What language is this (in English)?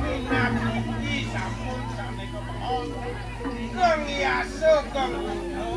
Balinese